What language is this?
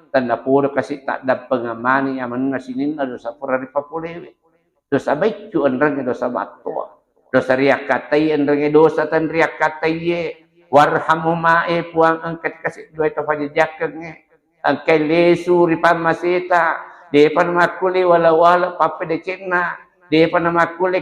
Buginese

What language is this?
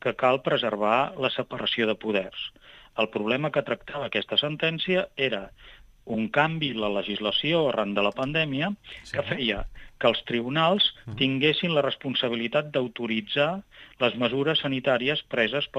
Catalan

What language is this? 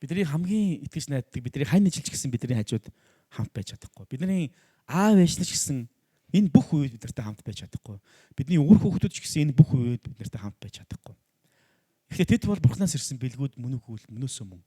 Mongolian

